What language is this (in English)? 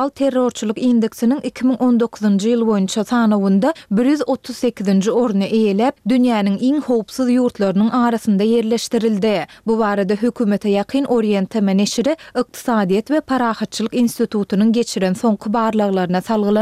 Turkmen